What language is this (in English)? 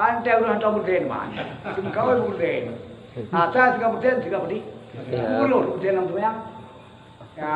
Achinese